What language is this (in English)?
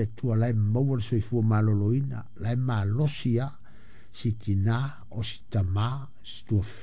Samoan